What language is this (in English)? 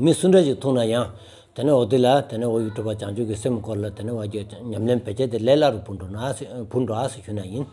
Stod Bhoti